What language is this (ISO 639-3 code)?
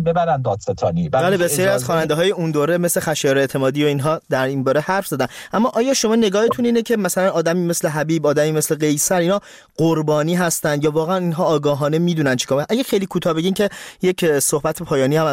fas